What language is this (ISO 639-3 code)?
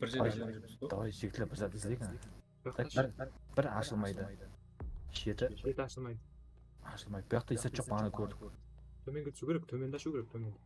kaa